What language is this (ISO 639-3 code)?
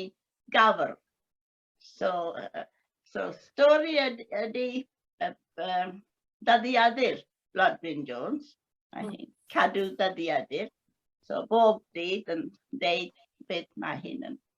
cym